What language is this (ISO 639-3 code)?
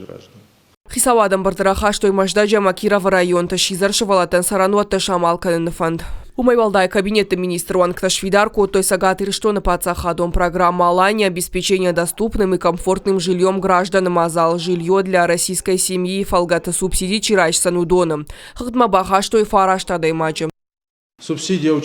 oss